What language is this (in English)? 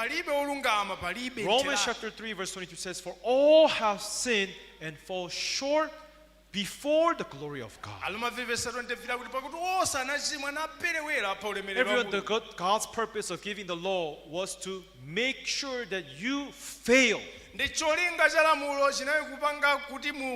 Nyanja